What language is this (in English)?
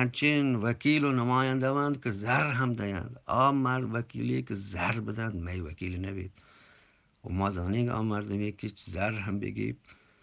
Eastern Balochi